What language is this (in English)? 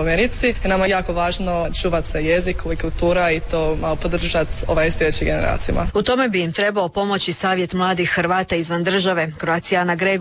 Croatian